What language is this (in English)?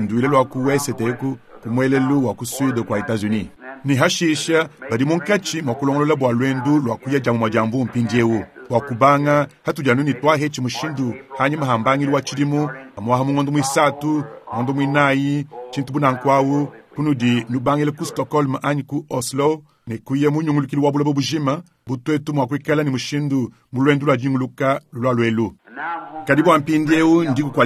Luba-Lulua